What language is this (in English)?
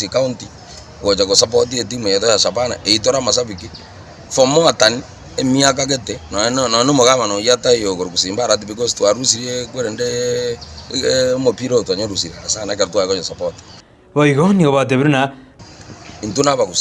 Gusii